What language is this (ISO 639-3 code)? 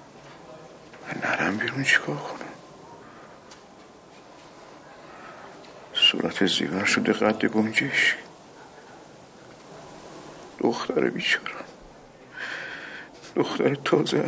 fas